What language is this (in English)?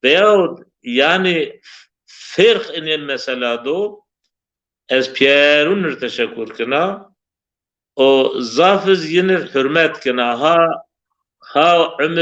Zaza